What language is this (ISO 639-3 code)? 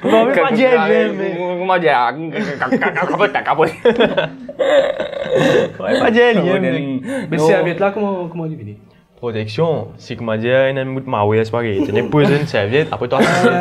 mfe